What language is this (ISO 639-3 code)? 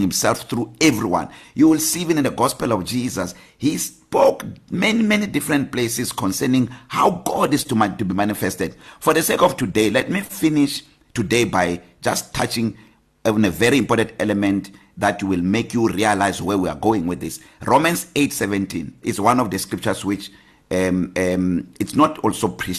eng